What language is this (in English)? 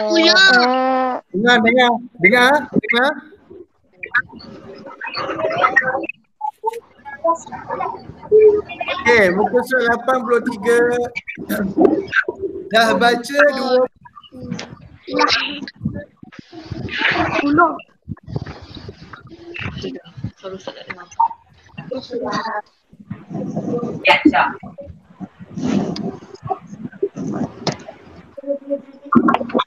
Malay